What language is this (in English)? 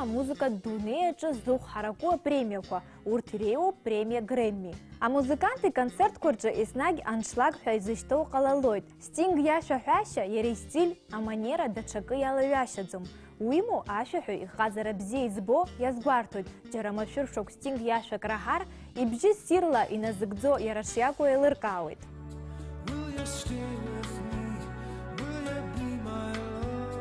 Abkhazian